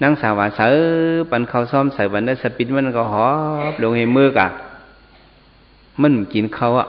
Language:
Shan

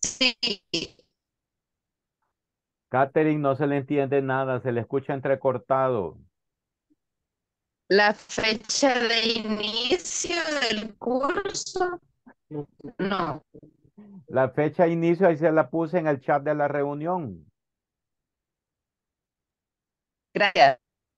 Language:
Spanish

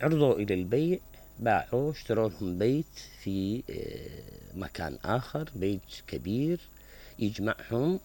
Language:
Mesopotamian Arabic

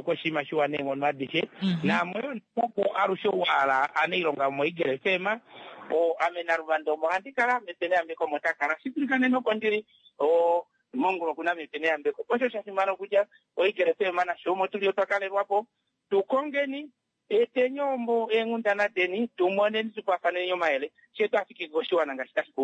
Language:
Kuanyama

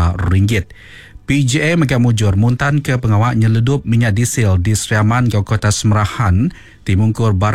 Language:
Iban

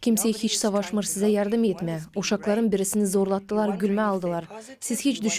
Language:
Gagauz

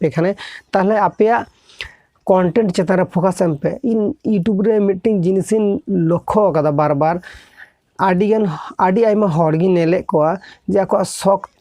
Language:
Santali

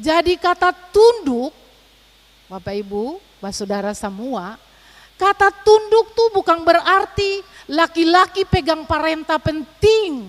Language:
Ambonese Malay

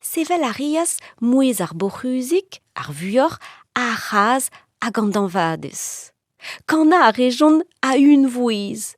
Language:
Breton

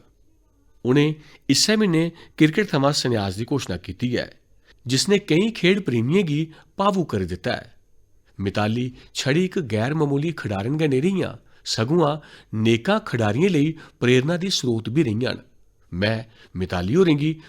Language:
Dogri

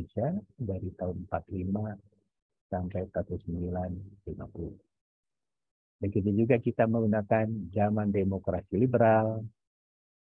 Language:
Indonesian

